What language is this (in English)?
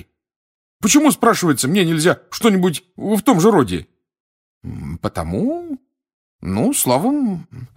Russian